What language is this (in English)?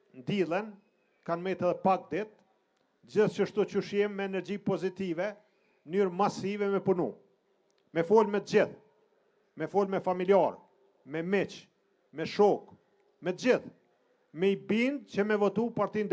Albanian